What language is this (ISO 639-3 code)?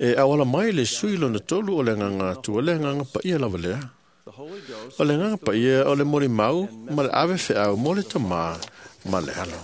smo